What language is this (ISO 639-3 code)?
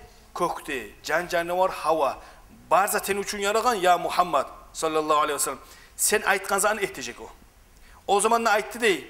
kum